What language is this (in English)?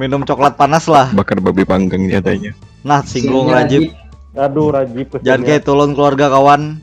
Banjar